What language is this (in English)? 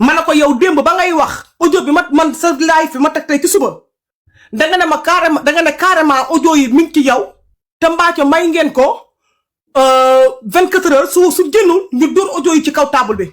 Wolof